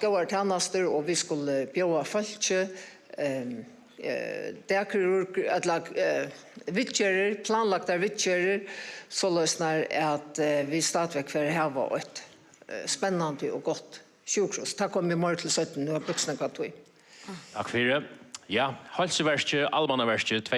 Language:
Faroese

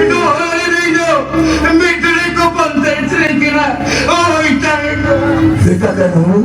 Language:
Santali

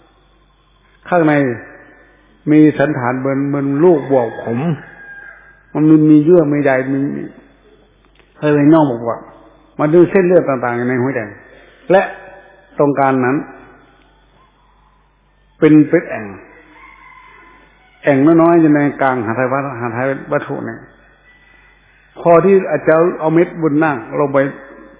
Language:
Thai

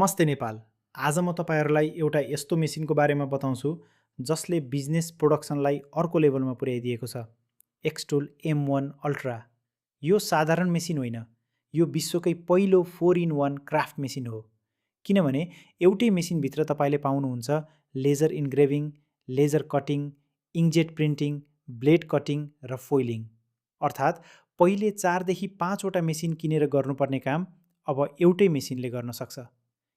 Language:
Nepali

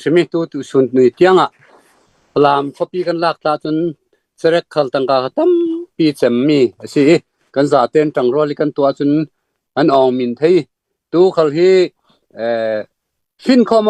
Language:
Falam Chin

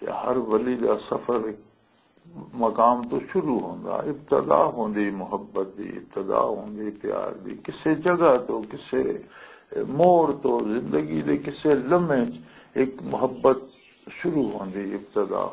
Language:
Western Panjabi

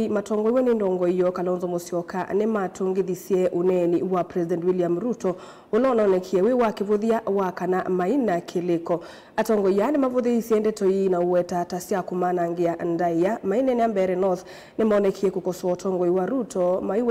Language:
Kamba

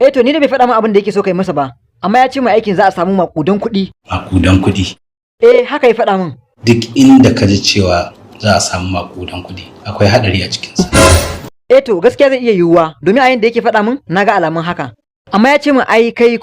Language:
Hausa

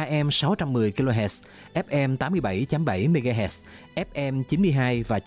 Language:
Vietnamese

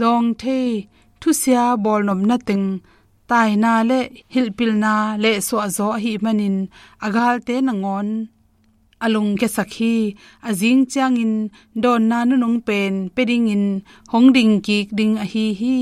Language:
Tedim Chin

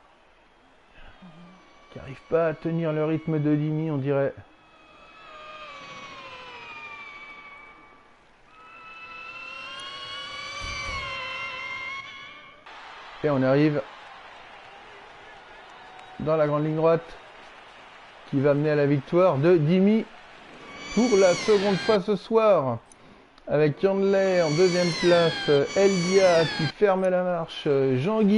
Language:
French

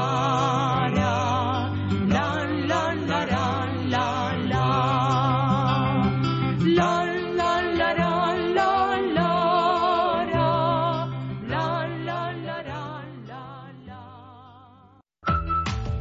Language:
Basque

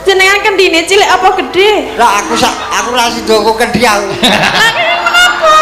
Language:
Javanese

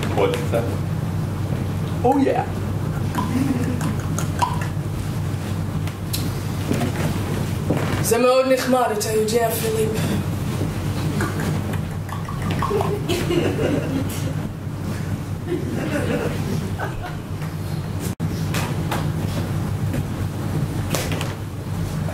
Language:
Hebrew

